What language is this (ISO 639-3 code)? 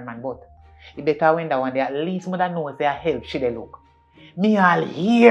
jam